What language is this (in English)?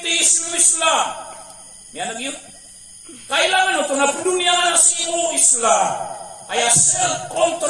Maranao